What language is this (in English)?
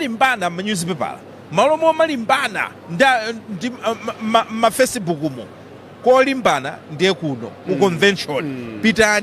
Nyanja